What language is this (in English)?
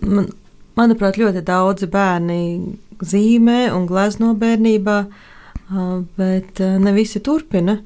Latvian